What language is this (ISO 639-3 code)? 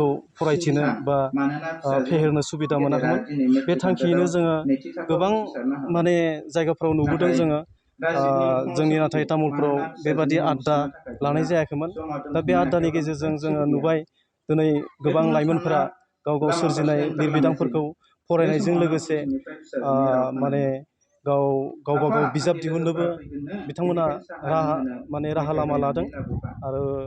brx